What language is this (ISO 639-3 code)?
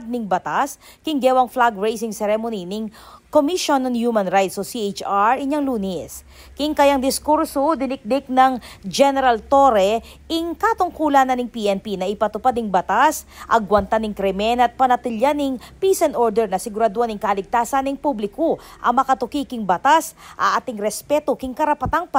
pam